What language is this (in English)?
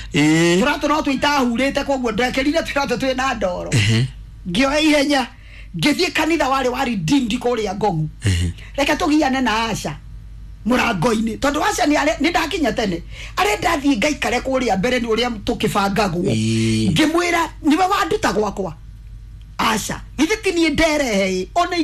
Kikuyu